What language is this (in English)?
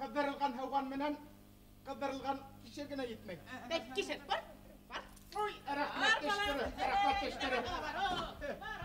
Bashkir